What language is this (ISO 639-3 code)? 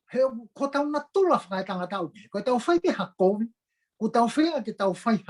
ton